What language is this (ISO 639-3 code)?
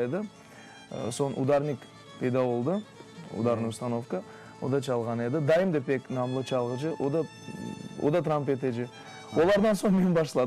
crh